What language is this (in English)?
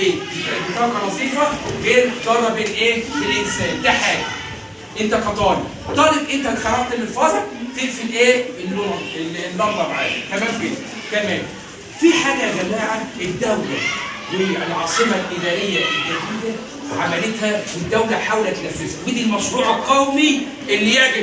Egyptian Arabic